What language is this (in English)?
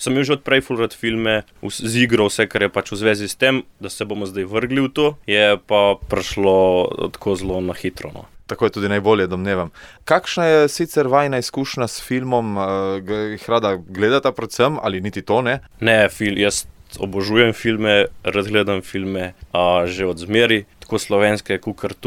Slovenian